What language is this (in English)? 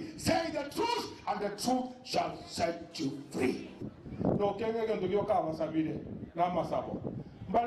Gusii